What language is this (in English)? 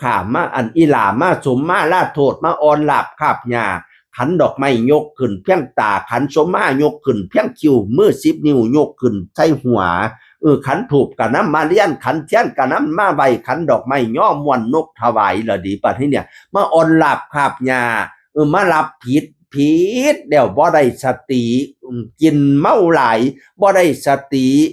Northeastern Thai